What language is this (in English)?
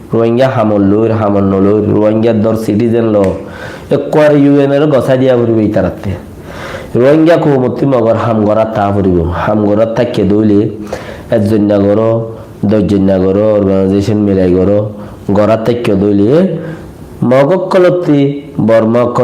Rohingya